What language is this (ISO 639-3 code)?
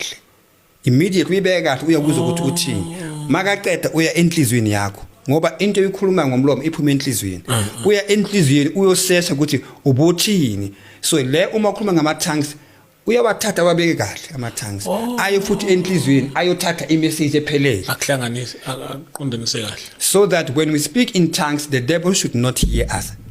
zul